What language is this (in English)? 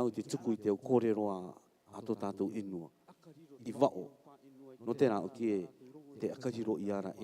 Rarotongan